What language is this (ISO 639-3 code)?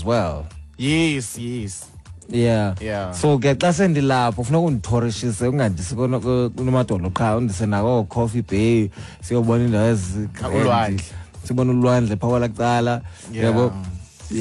xho